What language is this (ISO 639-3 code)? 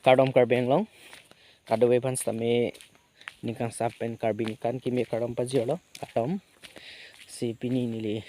mjw